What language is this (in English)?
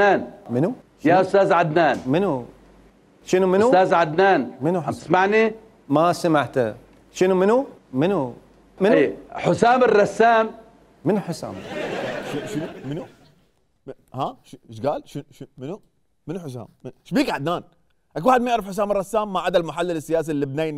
Mesopotamian Arabic